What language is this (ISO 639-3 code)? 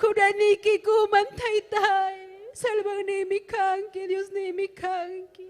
quy